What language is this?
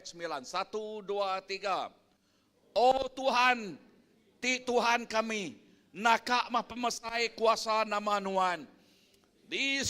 Iban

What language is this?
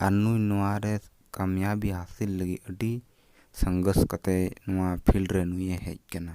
Santali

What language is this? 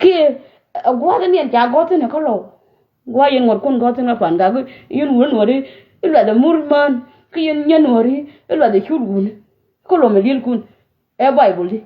Nuer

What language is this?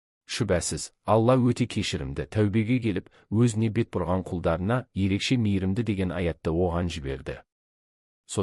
Kazakh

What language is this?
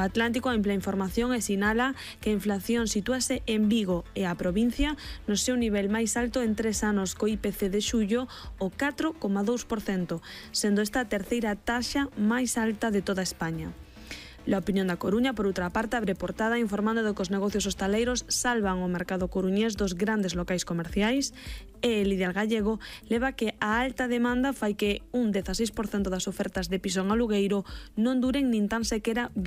Galician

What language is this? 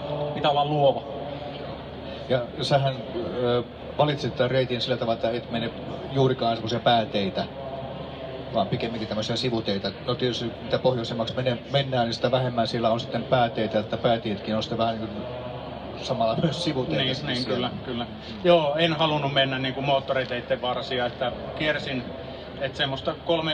Finnish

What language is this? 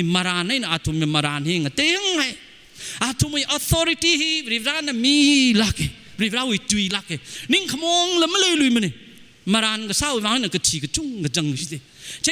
Tangkhul Naga (India)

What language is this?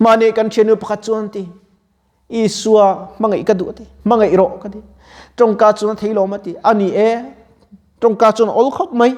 Mizo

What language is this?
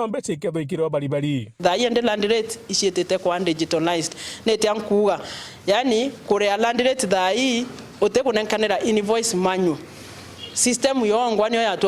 Meru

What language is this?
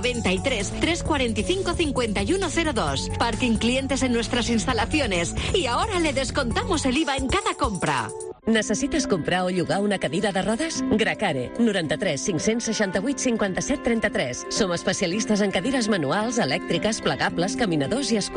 Catalan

